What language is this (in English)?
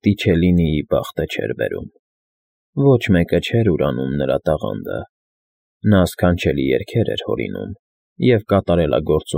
Armenian